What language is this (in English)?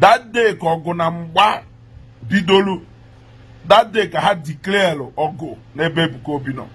Igbo